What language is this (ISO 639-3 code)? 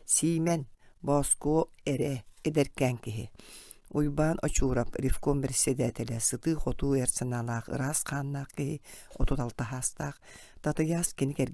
sah